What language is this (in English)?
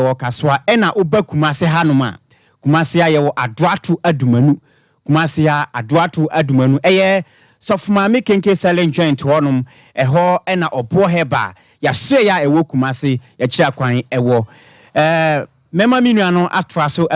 Akan